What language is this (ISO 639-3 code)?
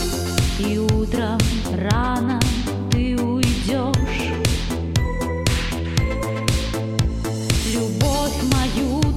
rus